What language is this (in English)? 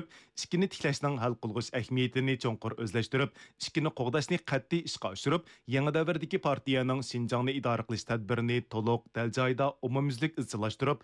Uyghur